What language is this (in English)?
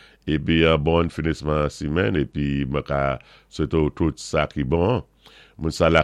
Saint Lucian Creole French